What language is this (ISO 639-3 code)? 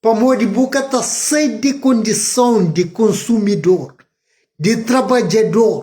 kea